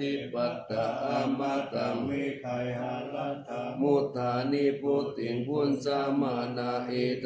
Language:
Pali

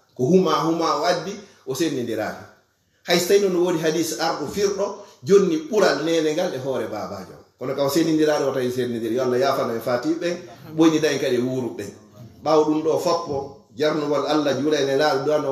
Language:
Fula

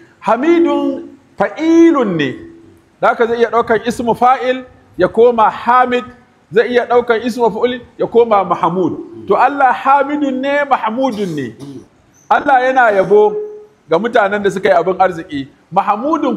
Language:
Hausa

